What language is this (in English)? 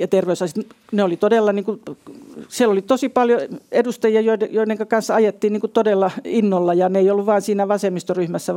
Finnish